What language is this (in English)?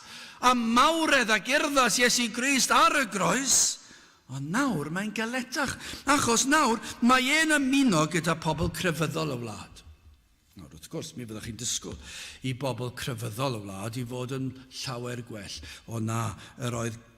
Welsh